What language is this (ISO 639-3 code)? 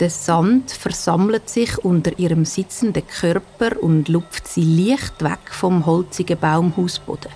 gsw